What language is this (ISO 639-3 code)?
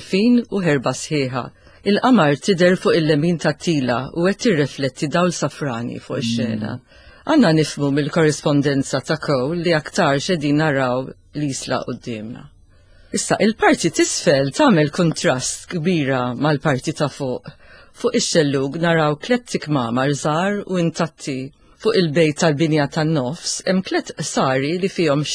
mlt